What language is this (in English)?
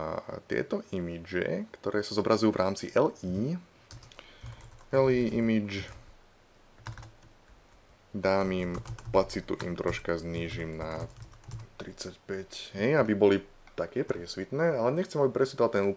Slovak